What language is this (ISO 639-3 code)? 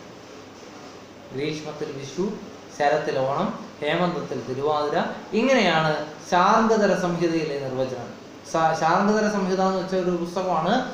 mal